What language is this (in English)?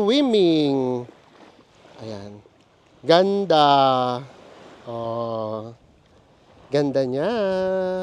Filipino